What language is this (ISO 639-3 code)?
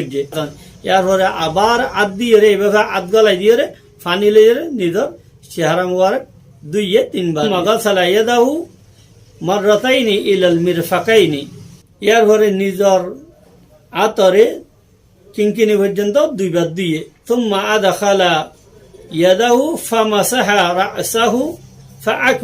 rhg